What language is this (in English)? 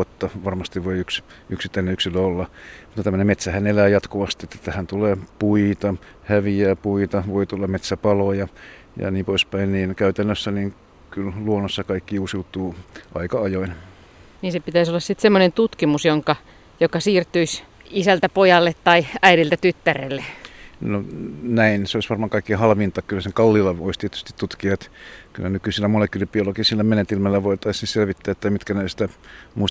Finnish